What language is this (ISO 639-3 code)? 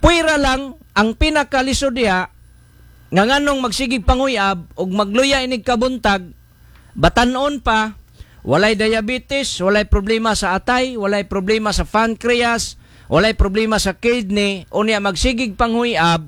ceb